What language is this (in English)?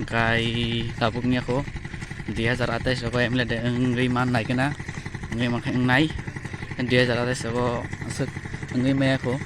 Kok Borok